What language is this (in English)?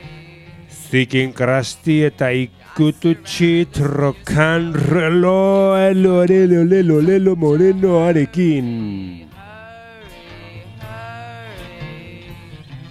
Basque